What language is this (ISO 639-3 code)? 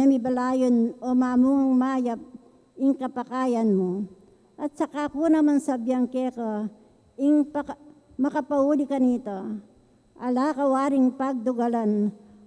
pam